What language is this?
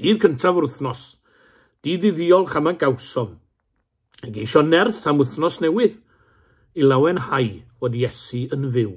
Welsh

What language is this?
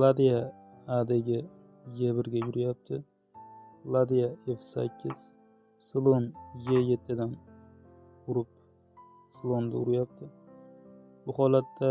Uzbek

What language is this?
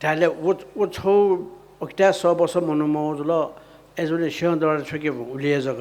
Newari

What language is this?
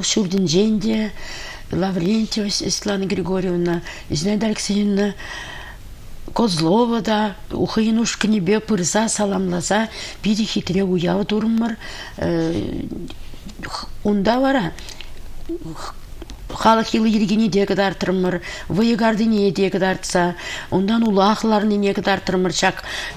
Chuvash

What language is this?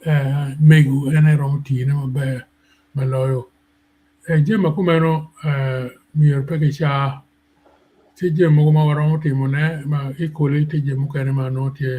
Acoli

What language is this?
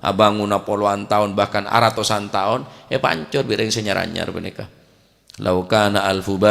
Madurese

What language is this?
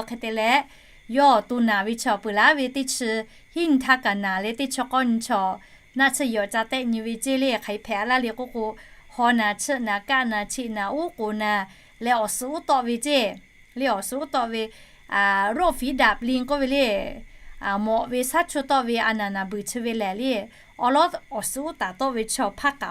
Lahu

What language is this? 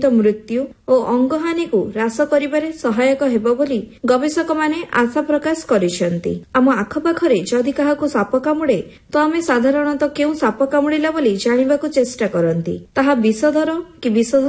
Odia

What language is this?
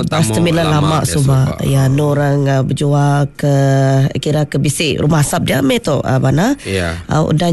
Iban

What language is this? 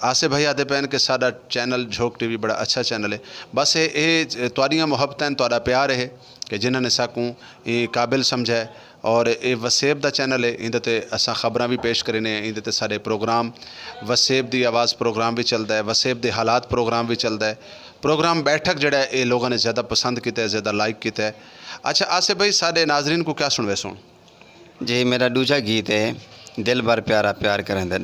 Saraiki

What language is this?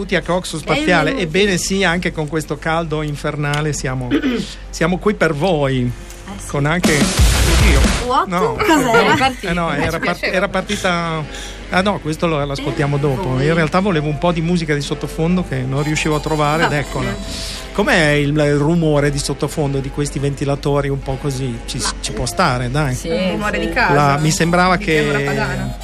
Italian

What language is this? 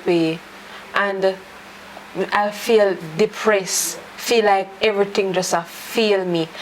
Jamaican Creole English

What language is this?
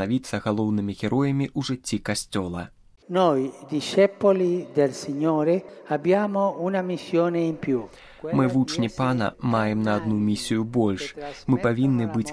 Belarusian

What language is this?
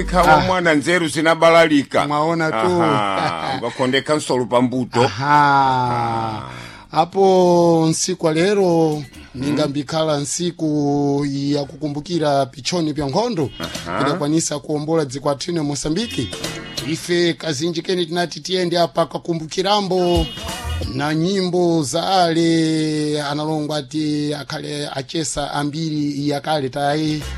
Sena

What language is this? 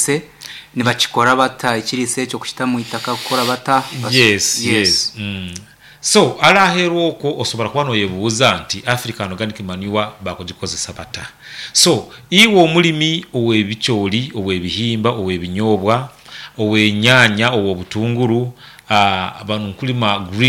Nyankole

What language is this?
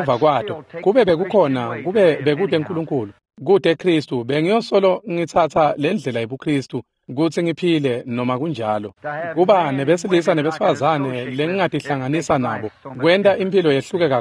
Swati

